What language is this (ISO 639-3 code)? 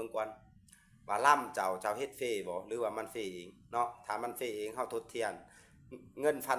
lao